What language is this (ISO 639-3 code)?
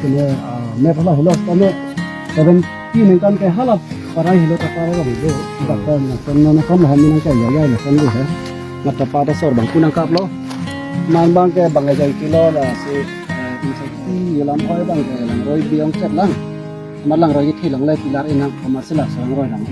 mjw